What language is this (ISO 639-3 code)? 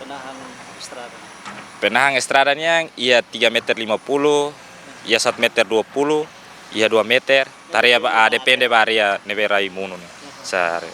tet